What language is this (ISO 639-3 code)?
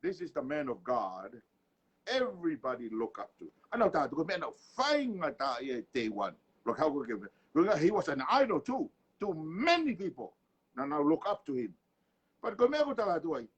ton